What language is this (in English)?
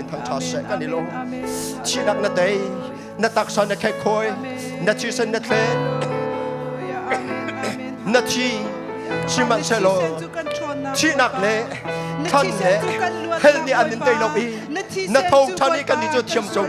Hakha Chin